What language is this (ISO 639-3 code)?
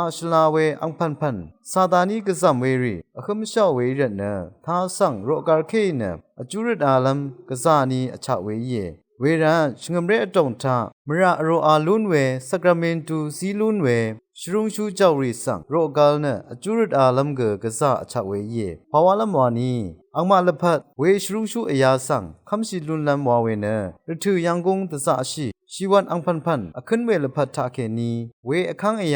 raw